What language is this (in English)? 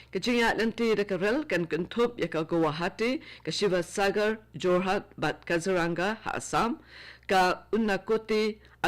Khasi